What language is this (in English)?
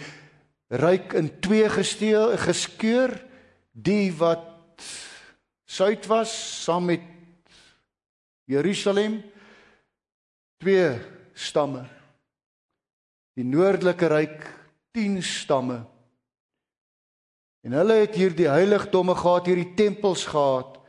Afrikaans